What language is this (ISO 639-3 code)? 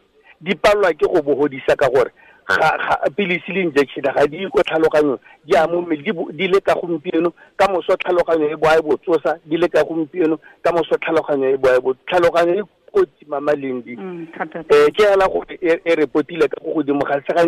tsn